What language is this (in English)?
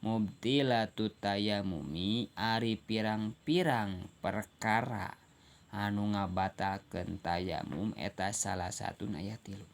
Sundanese